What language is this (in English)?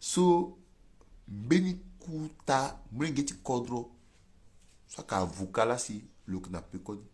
Sango